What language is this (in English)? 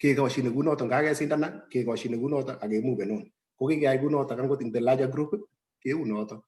Kalenjin